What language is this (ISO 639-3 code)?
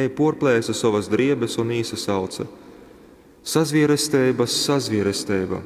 ltg